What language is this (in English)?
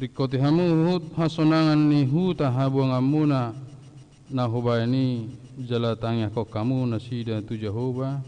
Batak Toba